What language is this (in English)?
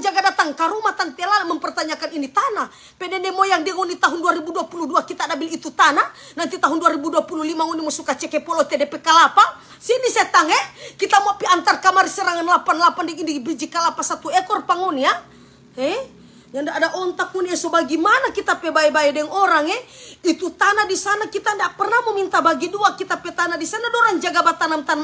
Manado Malay